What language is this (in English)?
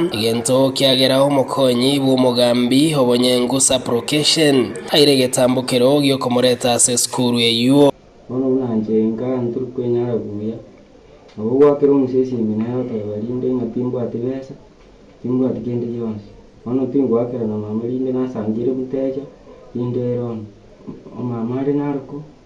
Gusii